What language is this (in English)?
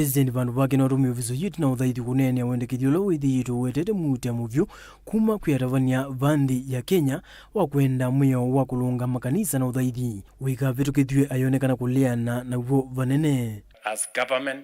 Kamba